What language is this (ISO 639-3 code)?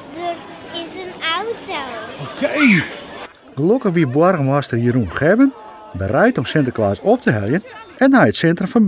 fry